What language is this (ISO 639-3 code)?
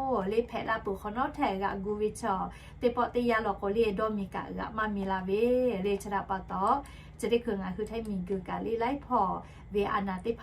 lhu